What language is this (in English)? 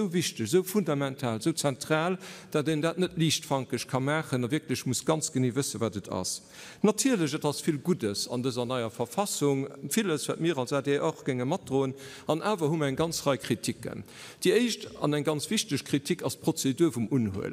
Luxembourgish